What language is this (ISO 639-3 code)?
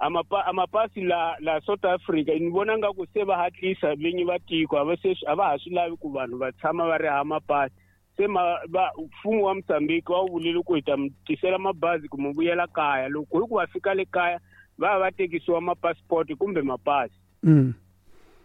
tso